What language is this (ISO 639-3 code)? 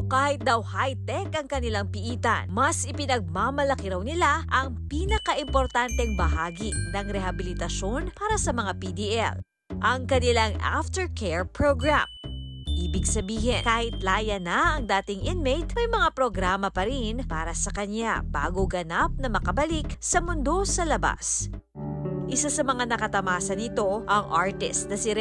fil